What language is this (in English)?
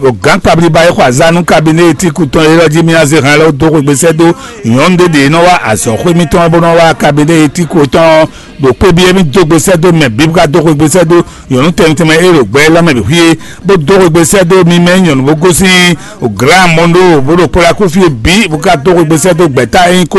Fon